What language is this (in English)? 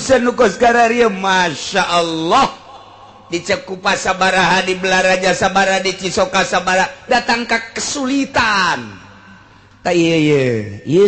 Sundanese